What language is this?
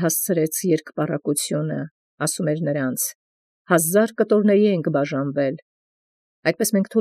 Armenian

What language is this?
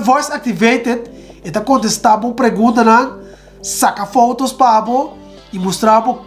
Papiamento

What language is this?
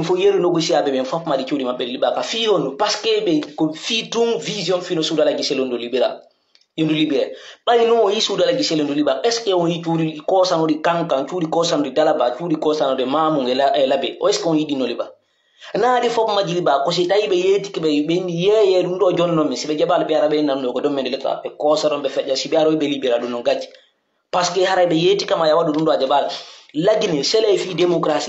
Pular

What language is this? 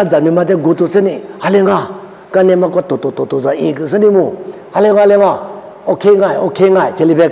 Lisu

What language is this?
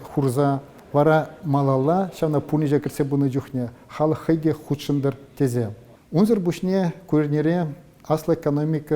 Chuvash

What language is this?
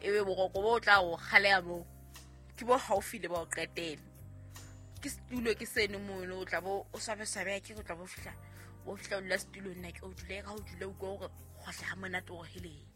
Southern Sotho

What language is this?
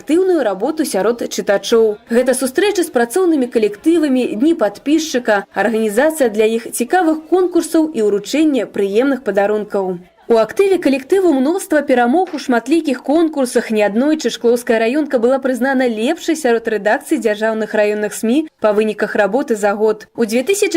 Belarusian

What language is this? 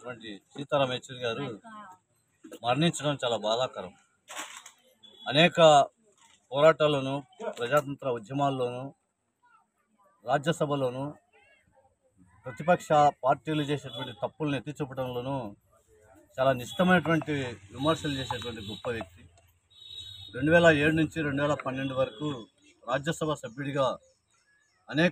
Telugu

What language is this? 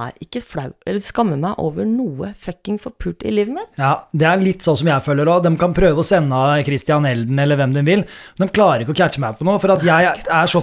Norwegian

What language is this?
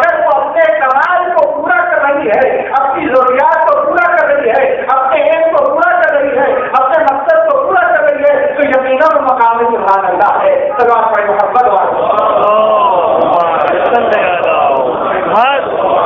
Urdu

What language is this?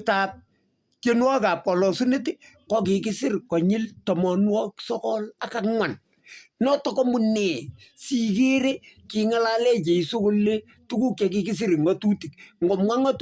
Kalenjin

